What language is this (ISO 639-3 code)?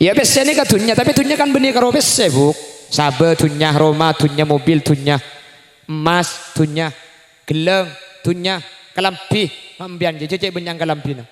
mad